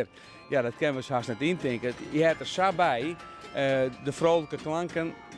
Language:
Western Frisian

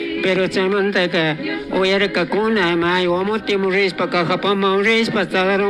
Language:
Chimborazo Highland Quichua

